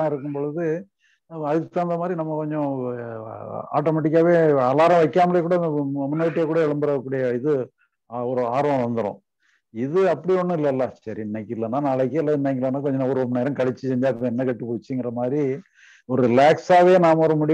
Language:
Tamil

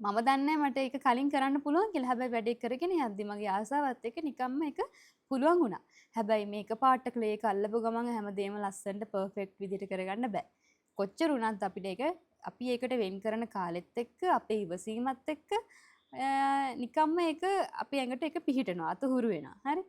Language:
Sinhala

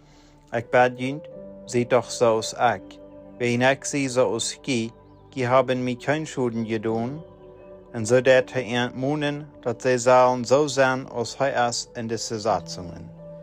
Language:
Plautdietsch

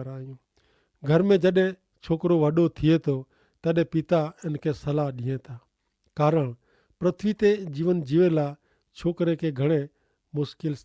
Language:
Kachhi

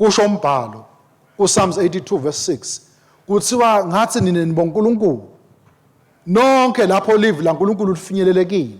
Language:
Swati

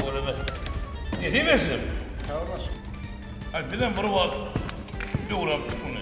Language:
Turkmen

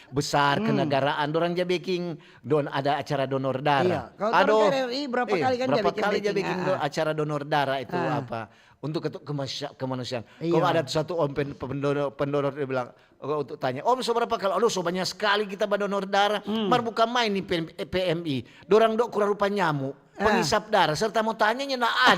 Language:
Manado Malay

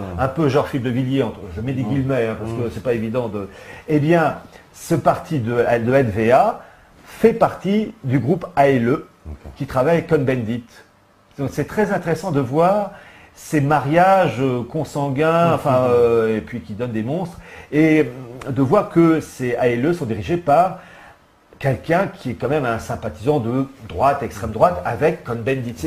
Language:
French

